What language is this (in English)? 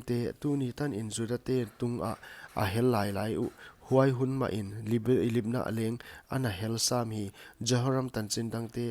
Paite Chin